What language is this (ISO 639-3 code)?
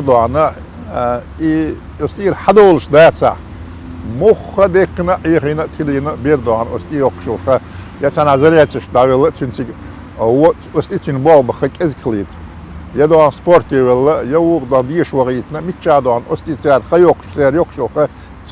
che